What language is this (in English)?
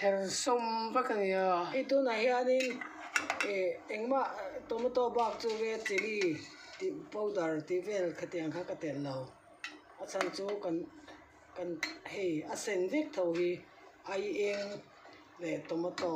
Mizo